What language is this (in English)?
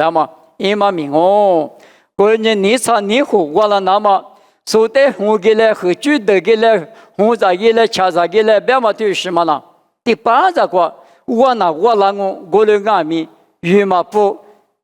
Lisu